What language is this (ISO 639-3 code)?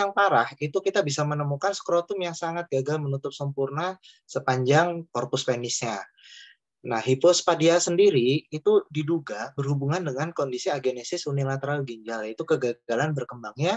ind